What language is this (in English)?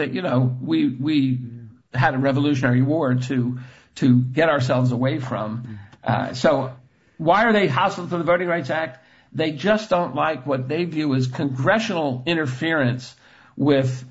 English